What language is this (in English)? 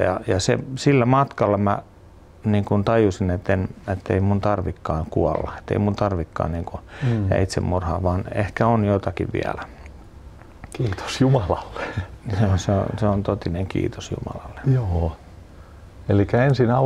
Finnish